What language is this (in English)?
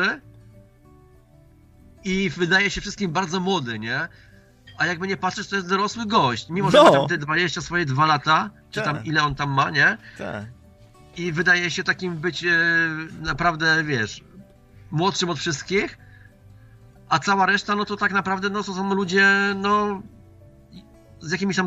Polish